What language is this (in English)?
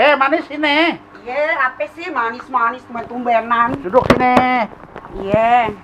Betawi